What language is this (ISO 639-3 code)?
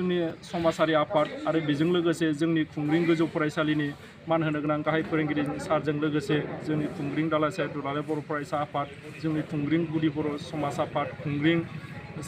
brx